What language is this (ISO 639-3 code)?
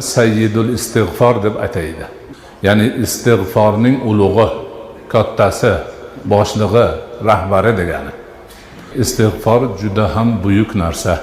uzb